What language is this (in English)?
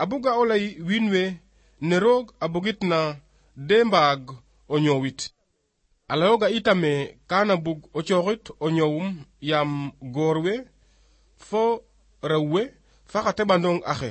Serer